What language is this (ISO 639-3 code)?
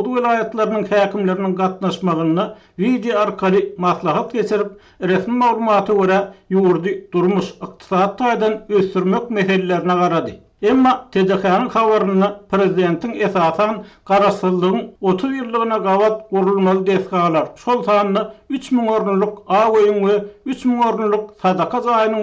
tuk